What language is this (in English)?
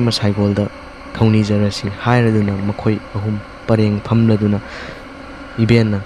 Manipuri